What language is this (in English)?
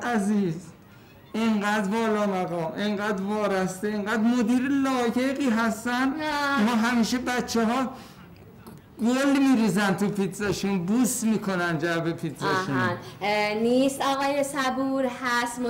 Persian